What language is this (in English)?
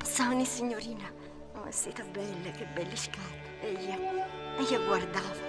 Neapolitan